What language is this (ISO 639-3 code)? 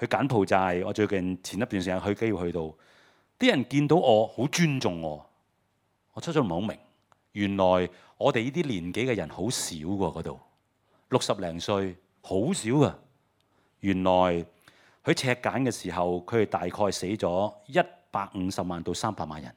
yue